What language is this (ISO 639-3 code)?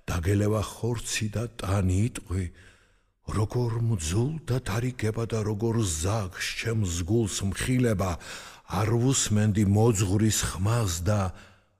kat